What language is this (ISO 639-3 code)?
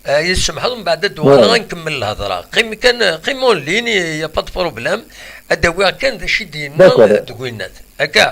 kab